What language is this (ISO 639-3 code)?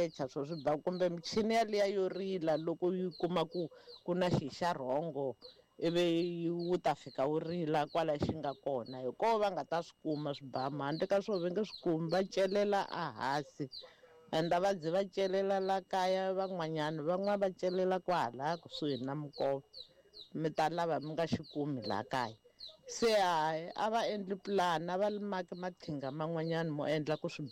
tso